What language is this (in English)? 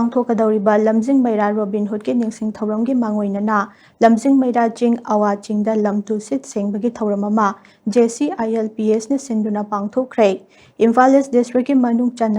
Manipuri